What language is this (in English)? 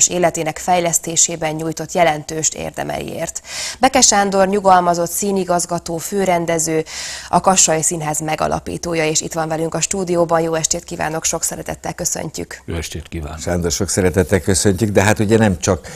Hungarian